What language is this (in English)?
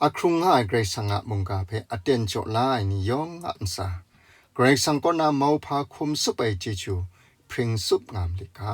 Kachin